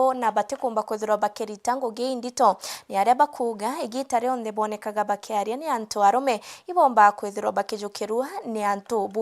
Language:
Meru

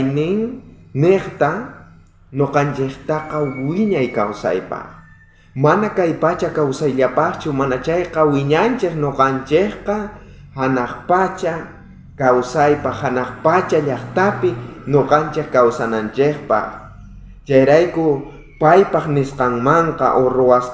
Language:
South Bolivian Quechua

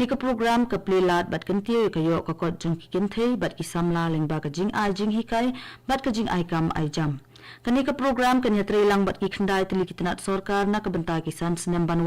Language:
Khasi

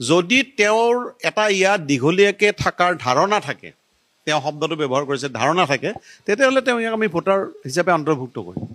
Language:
Assamese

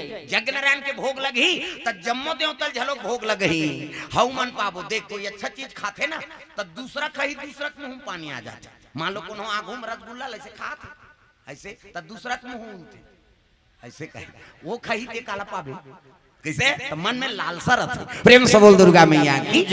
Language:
Chhattisgarhi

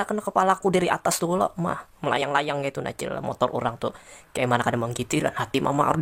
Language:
Banjar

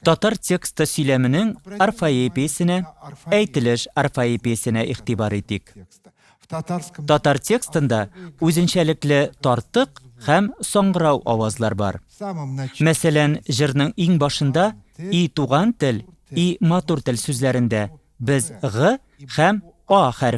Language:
Tatar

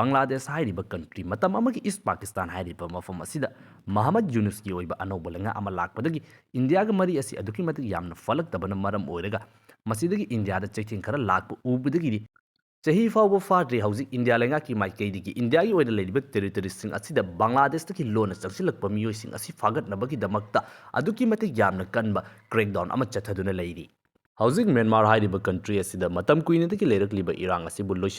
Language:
Manipuri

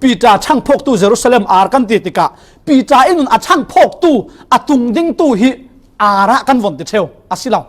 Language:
Falam Chin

